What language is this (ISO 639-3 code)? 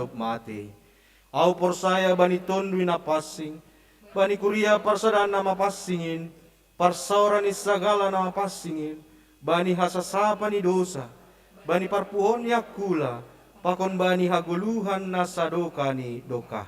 bts